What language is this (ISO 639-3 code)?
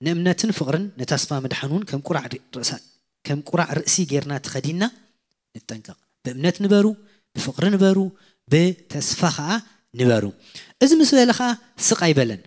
tir